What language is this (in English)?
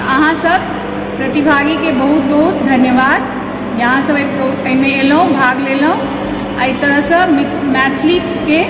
Maithili